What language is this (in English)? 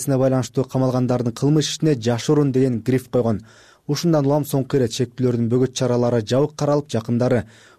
Kyrgyz